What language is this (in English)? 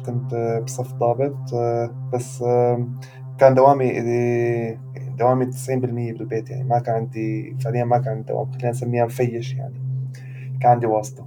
North Levantine Arabic